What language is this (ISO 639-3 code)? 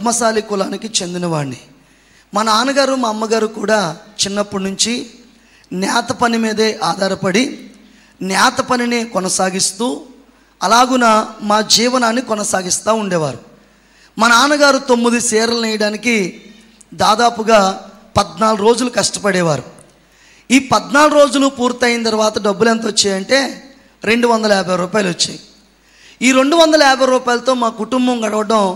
tel